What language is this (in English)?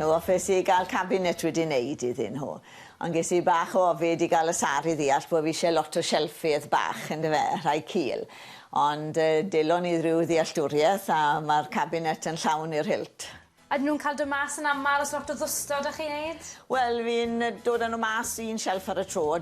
Welsh